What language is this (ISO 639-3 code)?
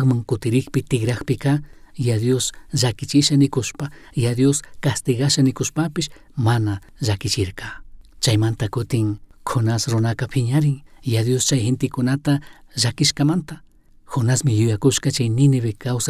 qug